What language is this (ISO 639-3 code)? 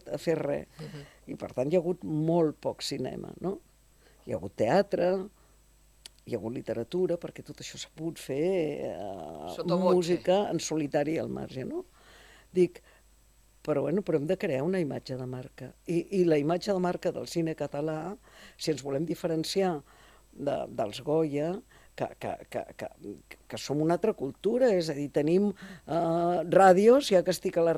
cat